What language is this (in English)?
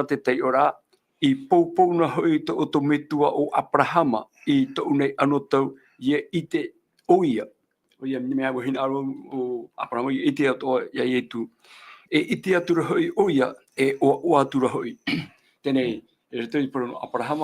Tahitian